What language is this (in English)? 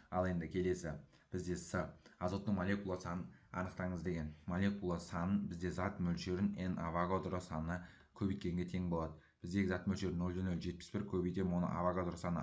Kazakh